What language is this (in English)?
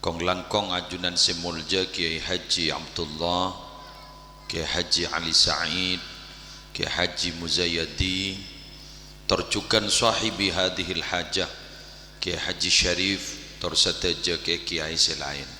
Madurese